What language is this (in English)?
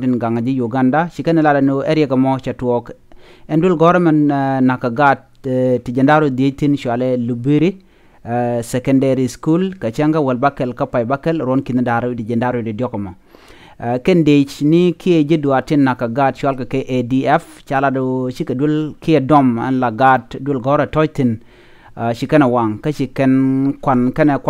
Nuer